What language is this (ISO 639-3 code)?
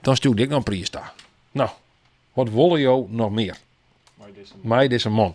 fry